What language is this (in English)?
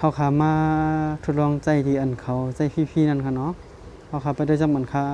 Shan